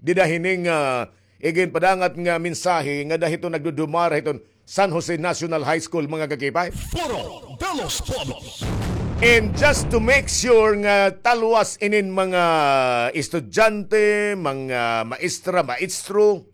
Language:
Waray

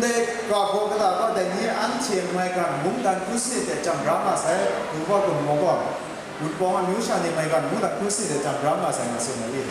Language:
Kachin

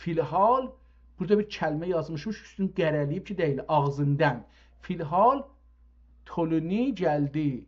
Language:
South Azerbaijani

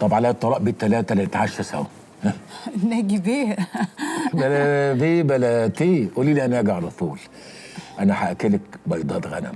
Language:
Egyptian Arabic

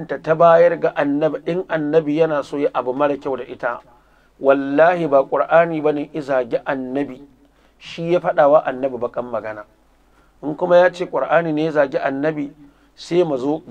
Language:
Hausa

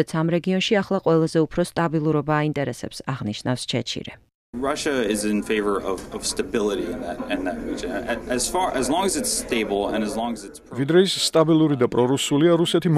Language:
Georgian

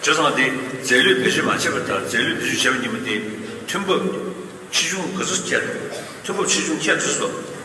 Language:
Tibetan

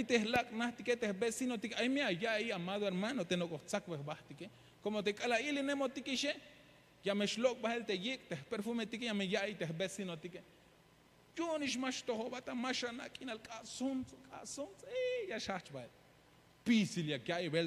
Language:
Tzeltal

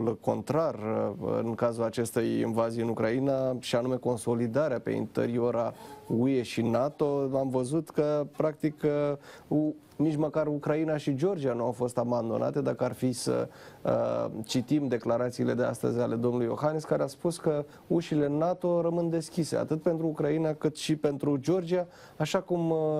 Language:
Romanian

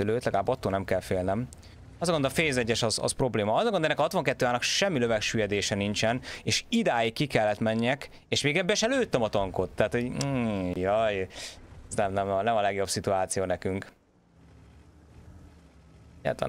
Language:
Hungarian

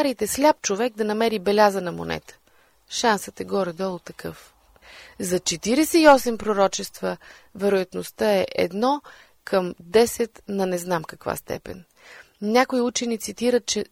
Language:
Bulgarian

